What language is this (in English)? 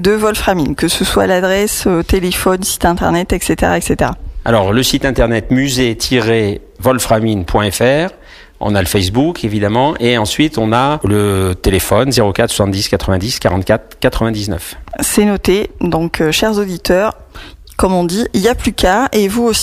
French